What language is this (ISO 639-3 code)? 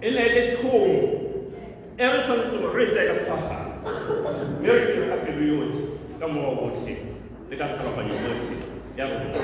tsn